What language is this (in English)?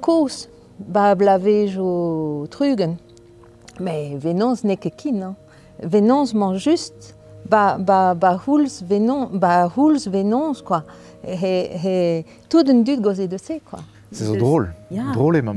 Breton